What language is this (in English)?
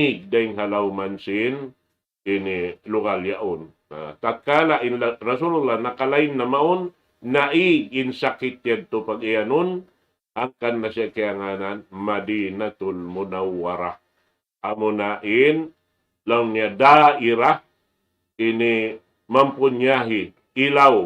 Tausug